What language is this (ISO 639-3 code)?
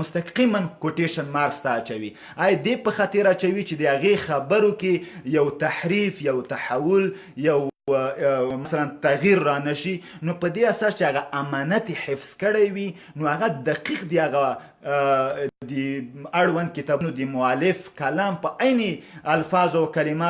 pus